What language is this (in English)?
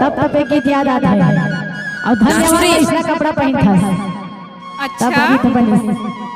Chhattisgarhi